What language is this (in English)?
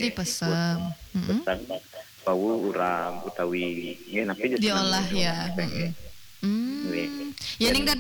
Balinese